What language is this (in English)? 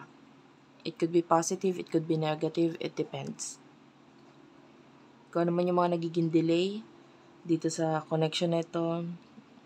Filipino